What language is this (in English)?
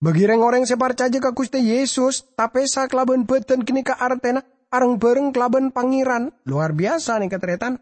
Madurese